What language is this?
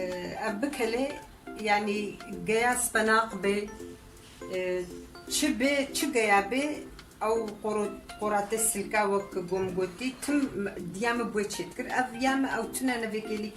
Kurdish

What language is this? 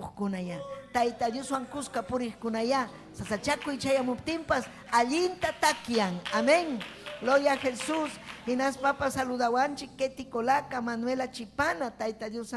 Ayacucho Quechua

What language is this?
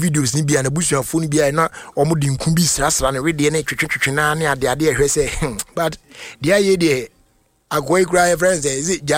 Akan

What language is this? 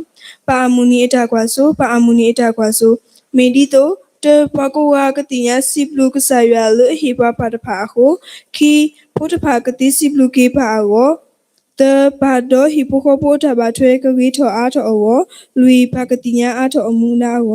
S'gaw Karen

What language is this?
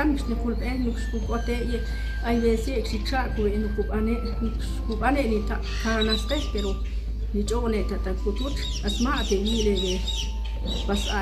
Ixil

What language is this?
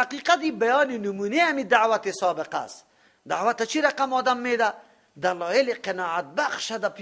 Persian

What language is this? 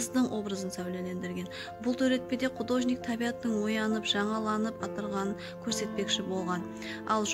Kara-Kalpak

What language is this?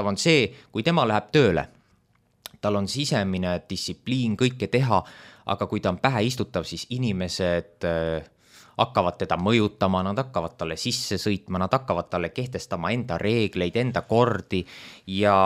Estonian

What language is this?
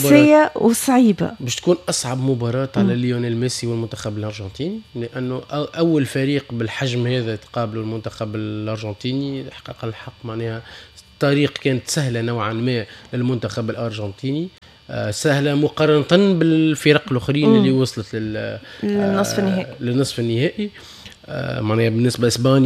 Tunisian Arabic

